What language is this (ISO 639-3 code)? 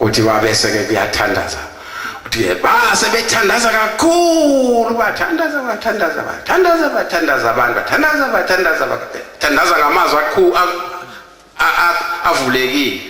zul